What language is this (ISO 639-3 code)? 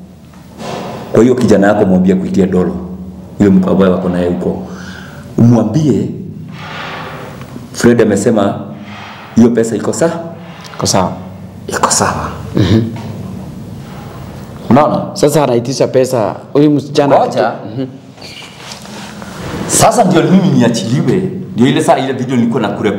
swa